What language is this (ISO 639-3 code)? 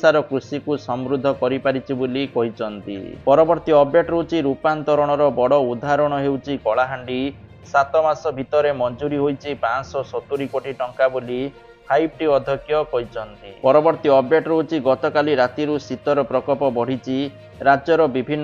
ori